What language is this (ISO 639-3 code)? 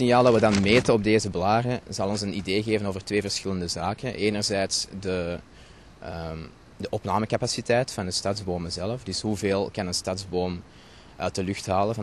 nld